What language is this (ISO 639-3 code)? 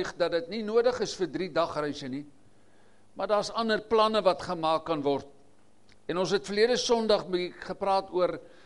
afr